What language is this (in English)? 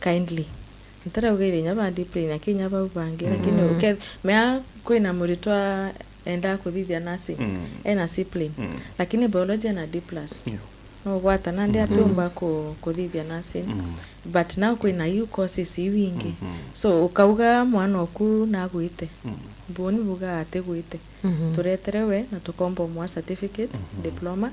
Meru